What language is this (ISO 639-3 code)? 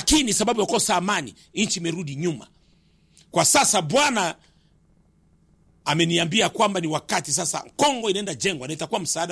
swa